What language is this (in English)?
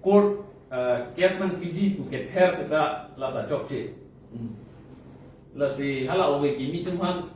Karbi